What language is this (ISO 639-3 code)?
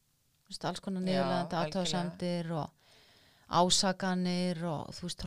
isl